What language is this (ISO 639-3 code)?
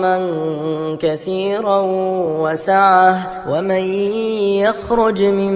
ara